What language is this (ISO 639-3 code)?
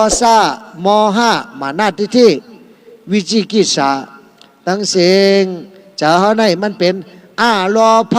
shn